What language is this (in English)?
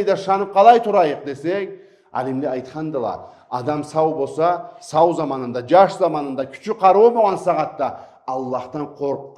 Karachay-Balkar